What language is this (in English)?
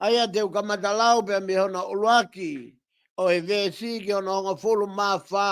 Tongan